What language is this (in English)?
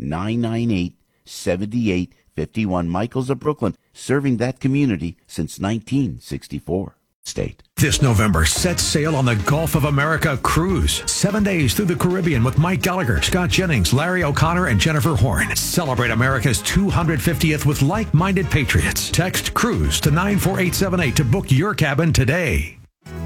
English